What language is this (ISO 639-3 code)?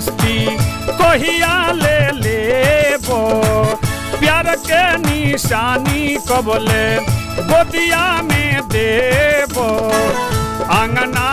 bho